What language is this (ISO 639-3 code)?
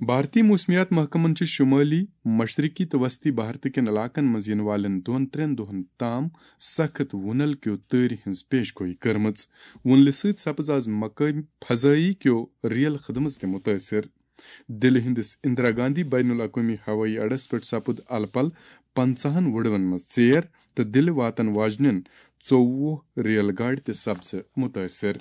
kas